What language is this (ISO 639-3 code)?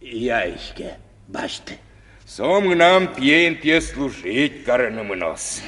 udm